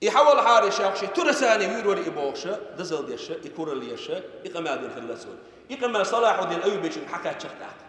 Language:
Chechen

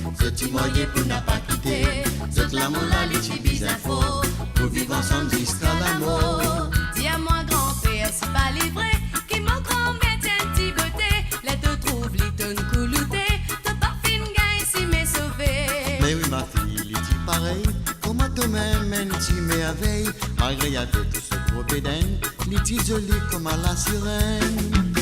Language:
Morisyen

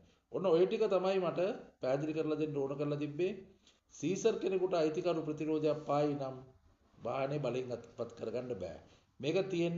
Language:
Sinhala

